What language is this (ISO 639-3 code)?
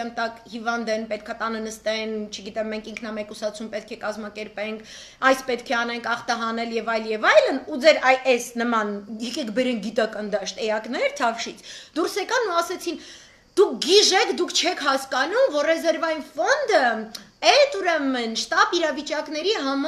hye